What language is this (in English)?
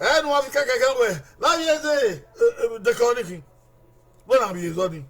Bini